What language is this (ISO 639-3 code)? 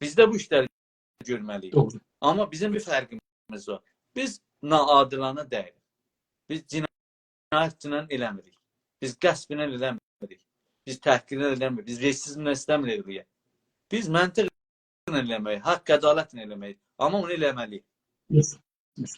azb